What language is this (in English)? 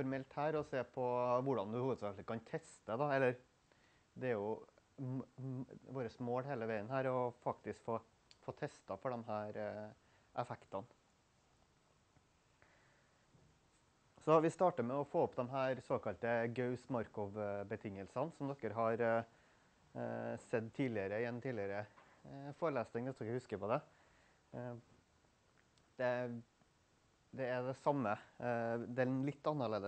Norwegian